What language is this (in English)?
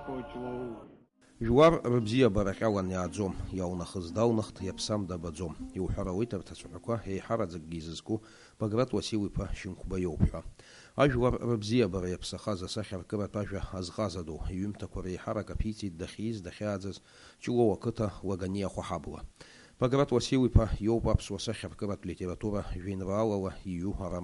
Abkhazian